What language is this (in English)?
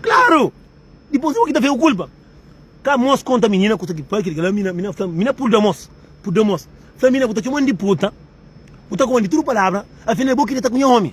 Kabuverdianu